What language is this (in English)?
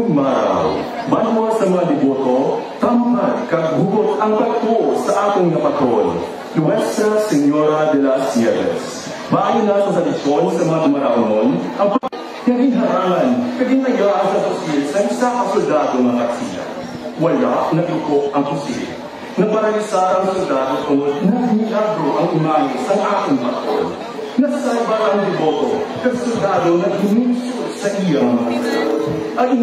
Hiligaynon